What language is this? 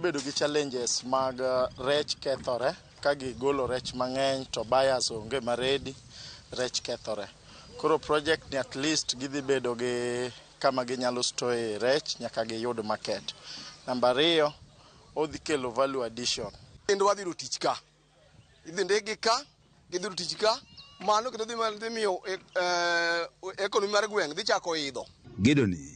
Luo (Kenya and Tanzania)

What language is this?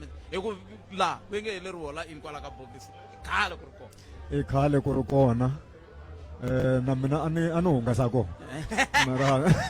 Tsonga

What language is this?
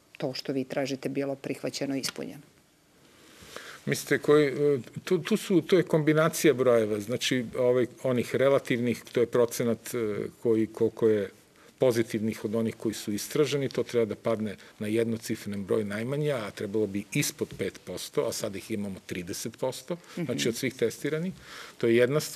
Serbian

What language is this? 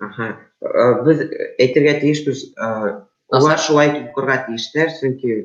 Bashkir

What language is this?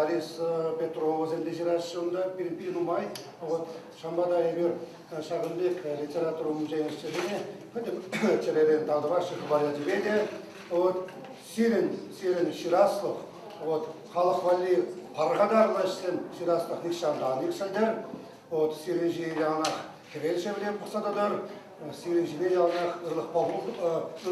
Chuvash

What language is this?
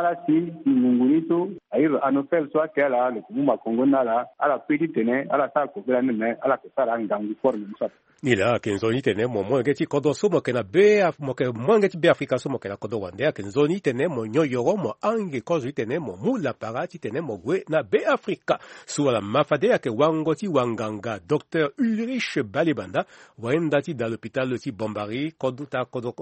Sango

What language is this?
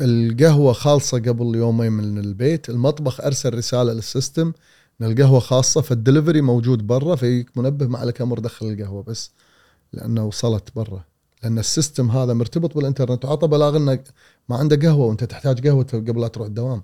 Gulf Arabic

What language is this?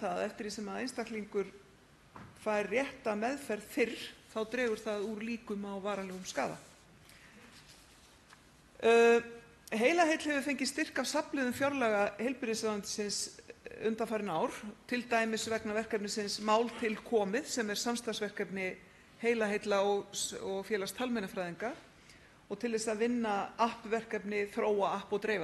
Icelandic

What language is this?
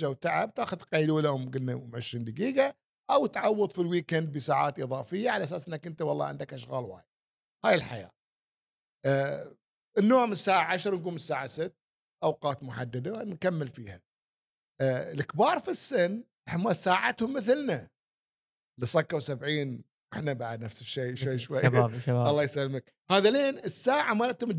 Gulf Arabic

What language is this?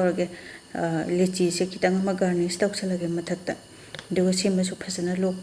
Manipuri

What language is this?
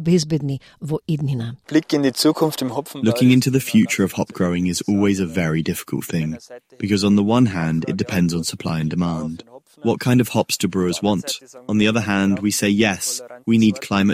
Macedonian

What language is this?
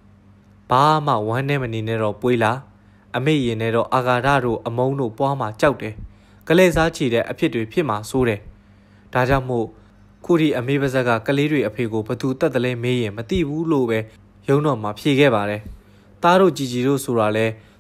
Burmese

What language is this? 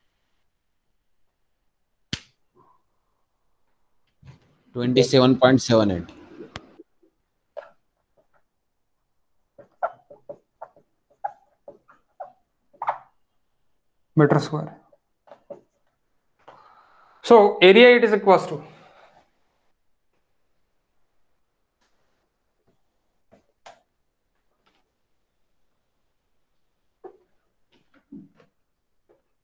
Hindi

